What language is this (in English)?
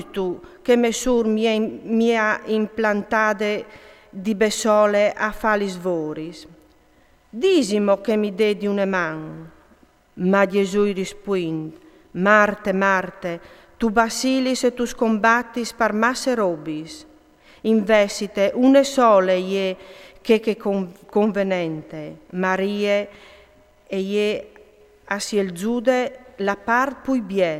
Friulian